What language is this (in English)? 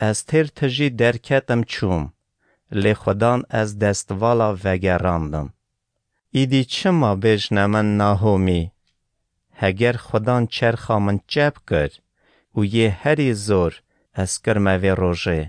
Kurdish